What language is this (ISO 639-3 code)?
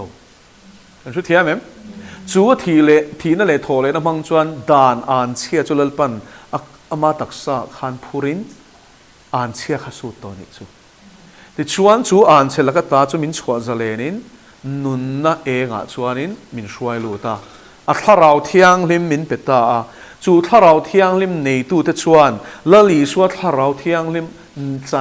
lus